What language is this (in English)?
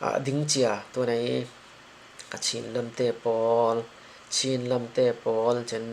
Falam Chin